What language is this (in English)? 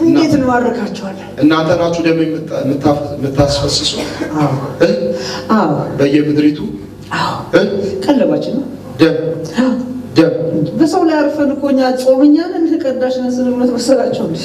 Amharic